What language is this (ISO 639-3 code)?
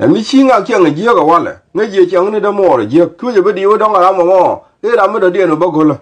nus